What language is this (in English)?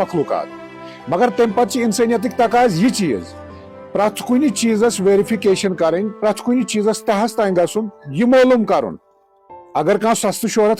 Kashmiri